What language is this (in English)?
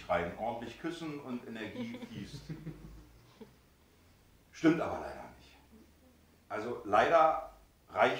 German